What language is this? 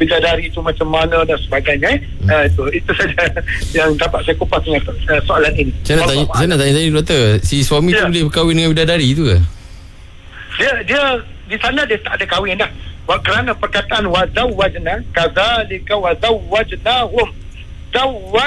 Malay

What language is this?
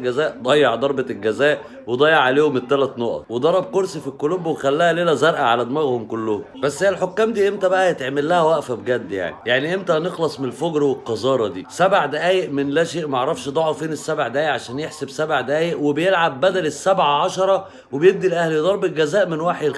Egyptian Arabic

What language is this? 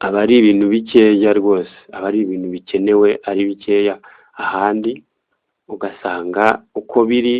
Kinyarwanda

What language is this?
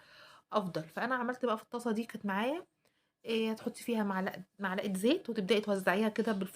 Egyptian Arabic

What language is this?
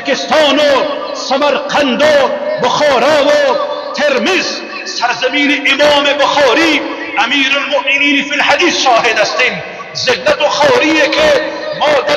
Persian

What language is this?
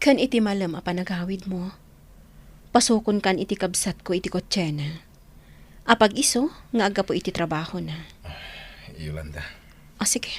Iloko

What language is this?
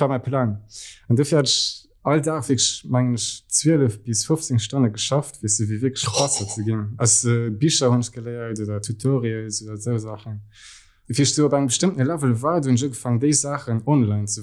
Luxembourgish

